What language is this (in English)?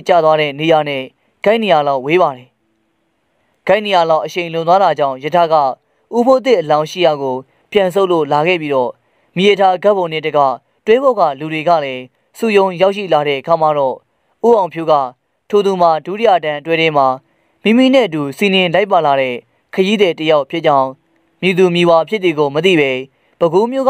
Burmese